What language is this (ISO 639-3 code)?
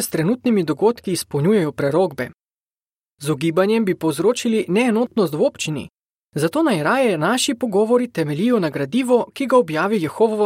slv